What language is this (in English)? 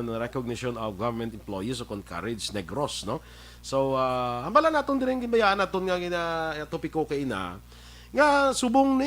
Hiligaynon